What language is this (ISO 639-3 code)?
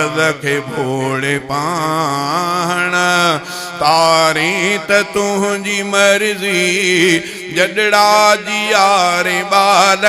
snd